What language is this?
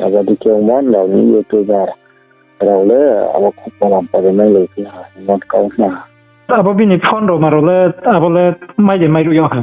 Riang (India)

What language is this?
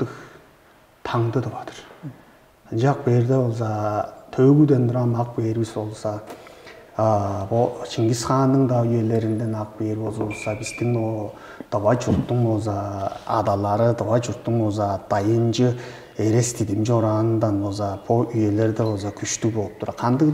Tuvinian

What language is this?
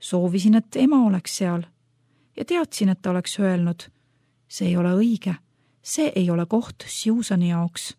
Estonian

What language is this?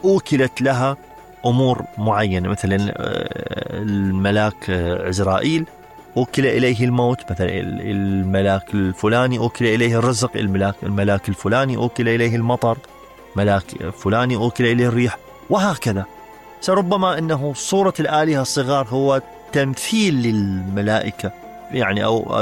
Mesopotamian Arabic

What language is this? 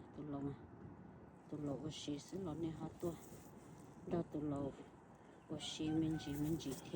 Hmong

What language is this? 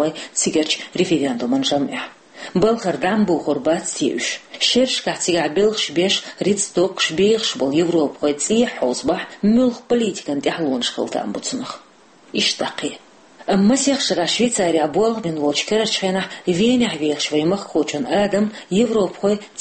Chechen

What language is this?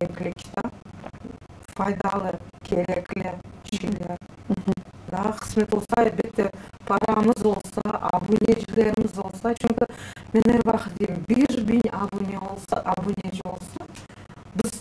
Crimean Tatar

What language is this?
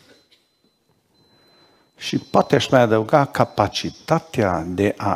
Romanian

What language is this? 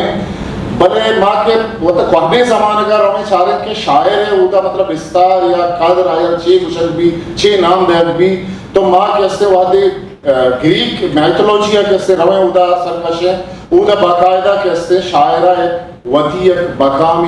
Eastern Balochi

